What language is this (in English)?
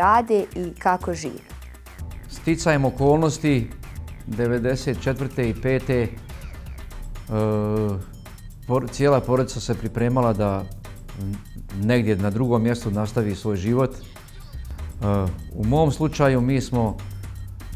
Bosnian